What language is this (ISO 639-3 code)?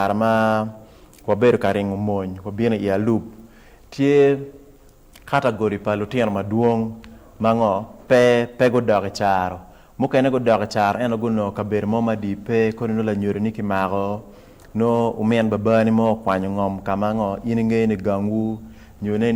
ach